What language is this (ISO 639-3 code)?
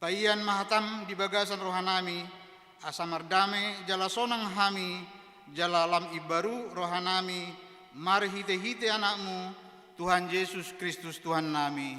bbc